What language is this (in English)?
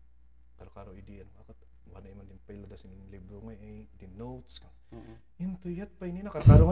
Kankanaey